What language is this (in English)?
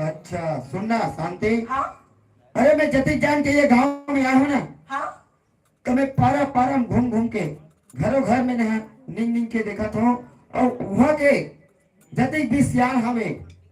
Chhattisgarhi